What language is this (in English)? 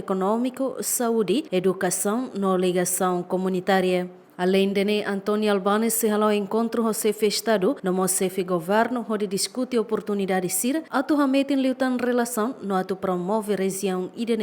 Tetum